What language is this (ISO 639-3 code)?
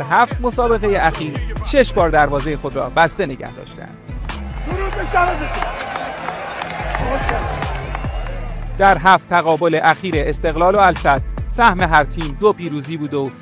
fas